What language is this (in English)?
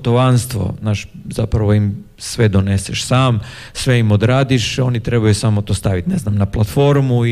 Croatian